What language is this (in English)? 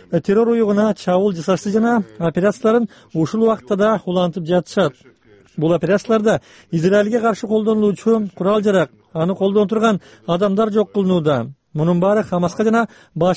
Kyrgyz